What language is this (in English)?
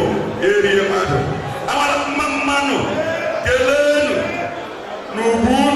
Igbo